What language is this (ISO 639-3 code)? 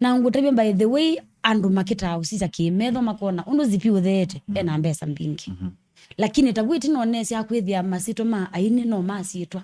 kam